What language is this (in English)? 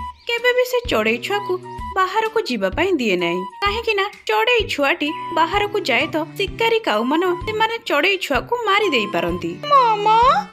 Odia